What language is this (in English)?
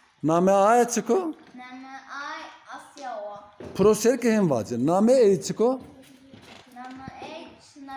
Zaza